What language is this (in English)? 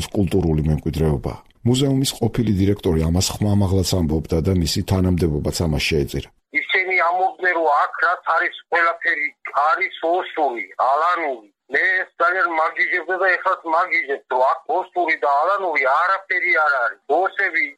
Georgian